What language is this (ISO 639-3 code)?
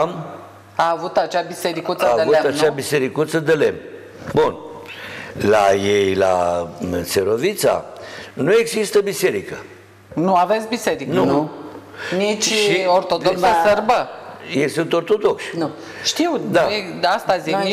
ron